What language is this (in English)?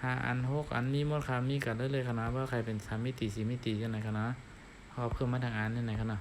Shan